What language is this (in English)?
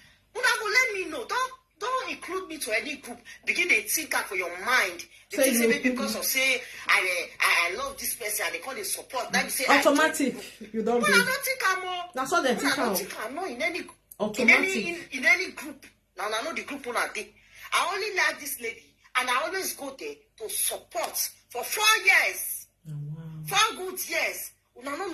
Nigerian Pidgin